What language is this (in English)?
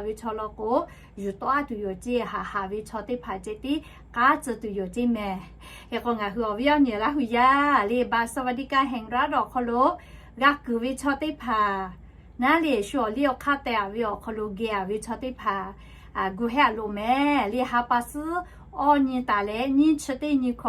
Lahu